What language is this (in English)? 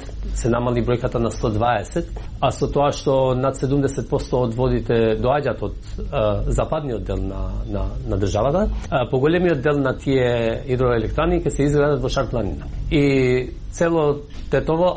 Macedonian